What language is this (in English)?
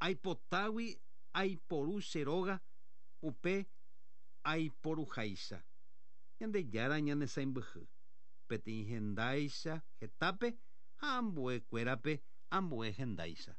Guarani